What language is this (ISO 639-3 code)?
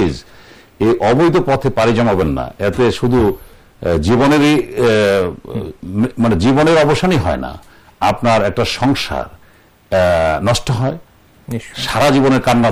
ben